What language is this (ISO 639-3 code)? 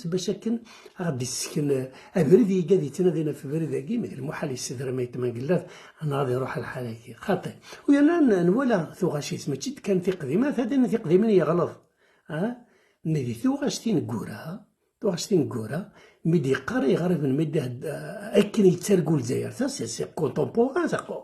kab